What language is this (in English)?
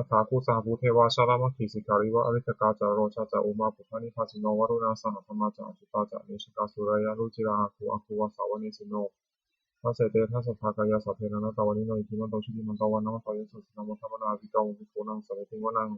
Pali